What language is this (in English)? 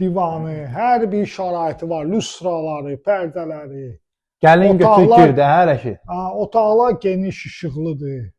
Azerbaijani